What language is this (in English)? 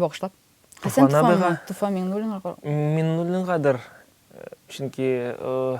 Tatar